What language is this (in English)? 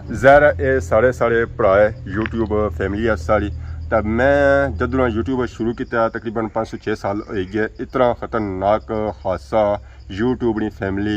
Pahari-Potwari